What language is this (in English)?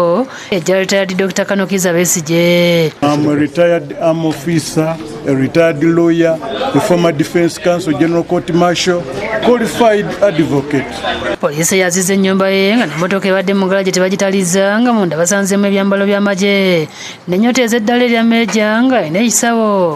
Ganda